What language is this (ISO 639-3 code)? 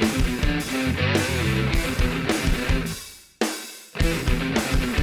spa